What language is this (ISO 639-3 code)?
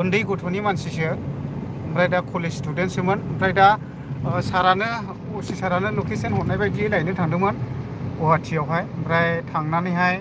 brx